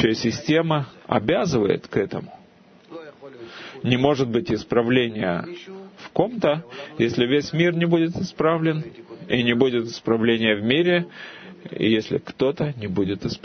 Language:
Russian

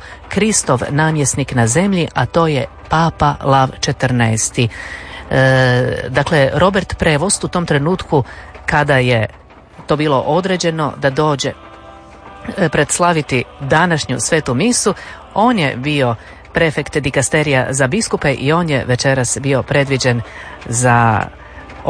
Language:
Croatian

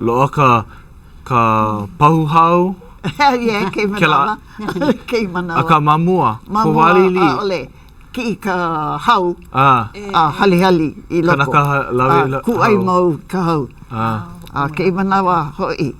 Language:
Hawaiian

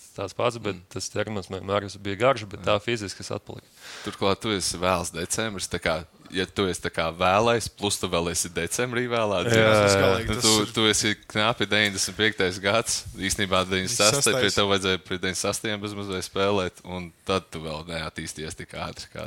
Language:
Latvian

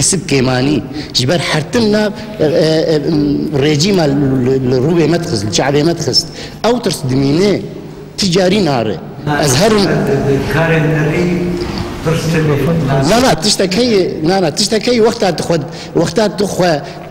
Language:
Kurdish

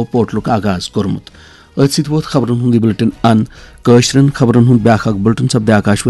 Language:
Kashmiri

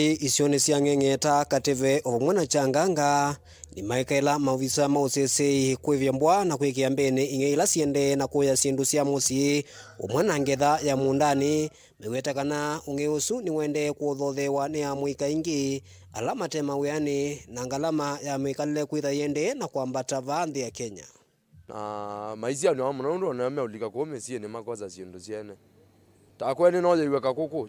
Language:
Kamba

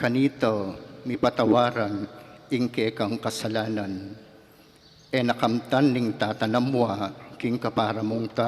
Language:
Pampanga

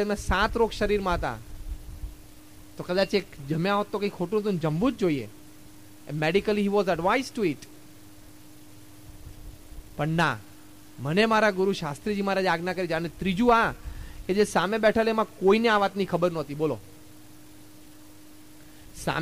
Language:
Gujarati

